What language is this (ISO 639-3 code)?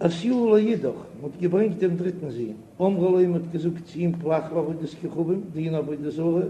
yid